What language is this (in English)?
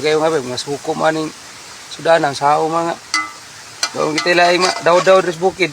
Cebuano